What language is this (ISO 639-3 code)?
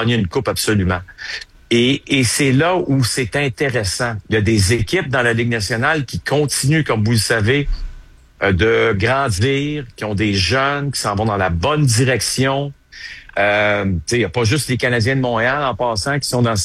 fra